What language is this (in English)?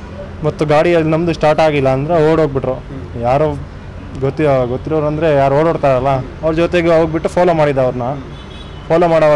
Kannada